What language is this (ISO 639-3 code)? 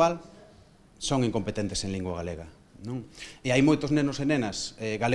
glg